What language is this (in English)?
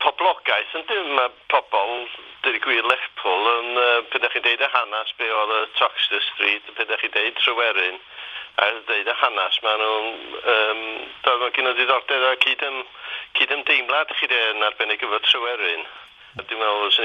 Welsh